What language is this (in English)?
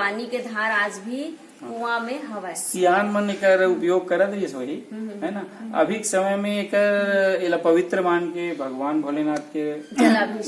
Chhattisgarhi